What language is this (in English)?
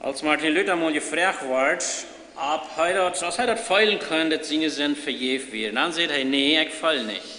Plautdietsch